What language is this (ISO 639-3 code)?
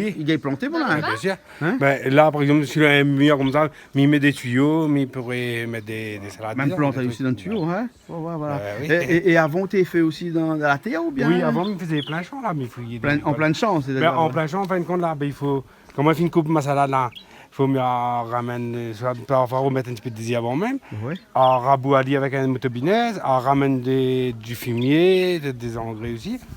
rcf